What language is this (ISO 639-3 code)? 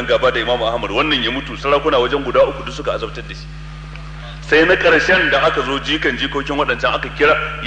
hau